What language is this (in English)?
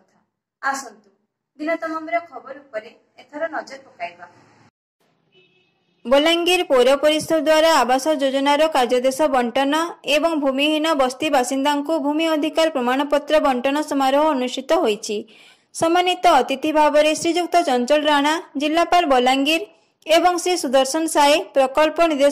Odia